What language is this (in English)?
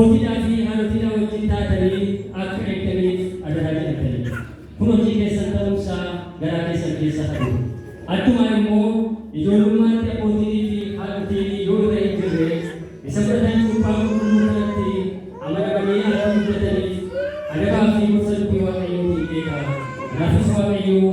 Oromo